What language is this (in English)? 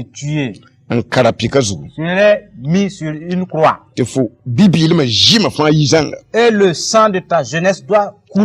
Mossi